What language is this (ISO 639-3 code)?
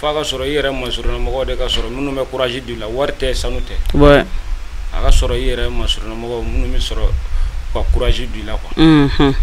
bam